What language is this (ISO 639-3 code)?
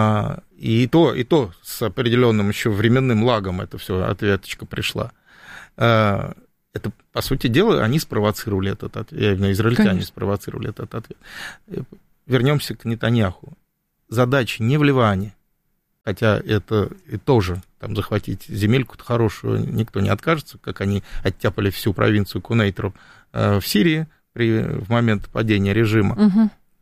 rus